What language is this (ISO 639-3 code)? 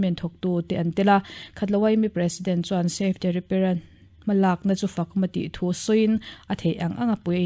lus